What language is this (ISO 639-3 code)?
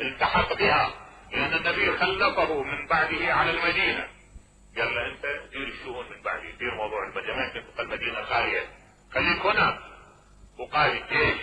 acm